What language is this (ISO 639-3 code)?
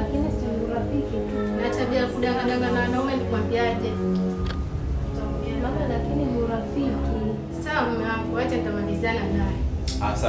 swa